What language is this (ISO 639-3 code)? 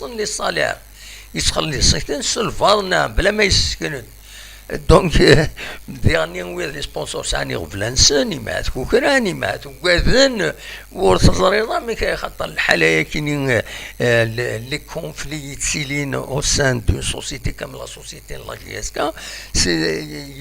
kab